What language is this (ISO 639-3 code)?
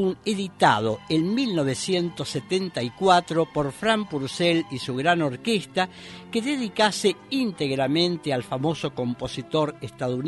spa